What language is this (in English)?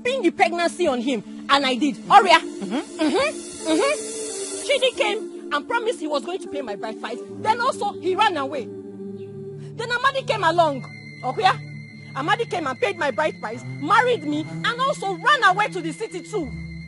Nigerian Pidgin